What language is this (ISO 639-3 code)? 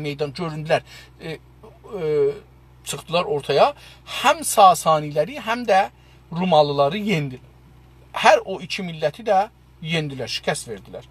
azb